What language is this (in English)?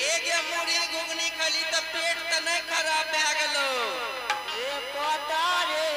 Angika